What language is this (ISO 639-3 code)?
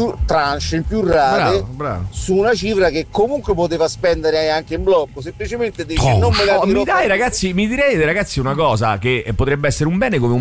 ita